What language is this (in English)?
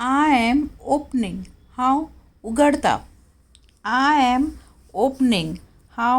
Konkani